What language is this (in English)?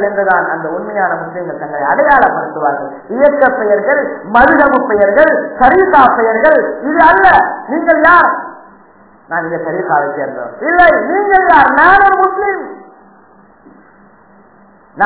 Tamil